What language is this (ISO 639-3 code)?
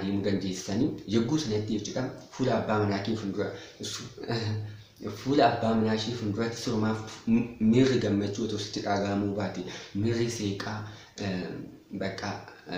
orm